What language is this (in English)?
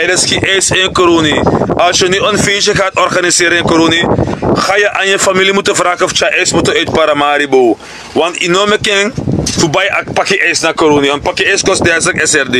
Sranan Tongo